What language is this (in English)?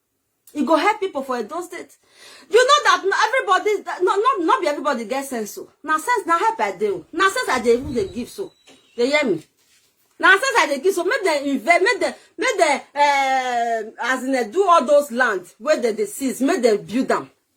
Nigerian Pidgin